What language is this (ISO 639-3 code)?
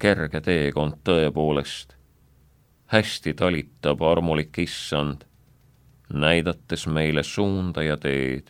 est